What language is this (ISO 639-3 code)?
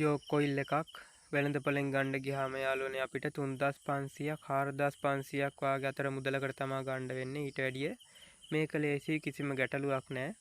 sin